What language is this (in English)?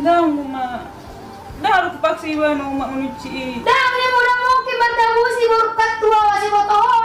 Batak Toba